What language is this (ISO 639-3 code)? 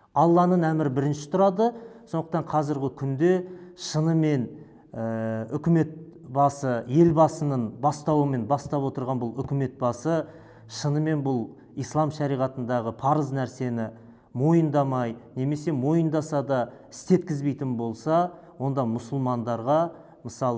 kaz